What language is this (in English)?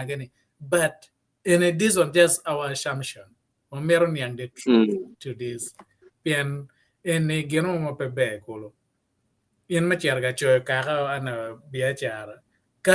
Acoli